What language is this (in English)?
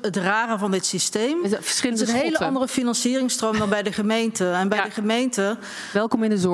Dutch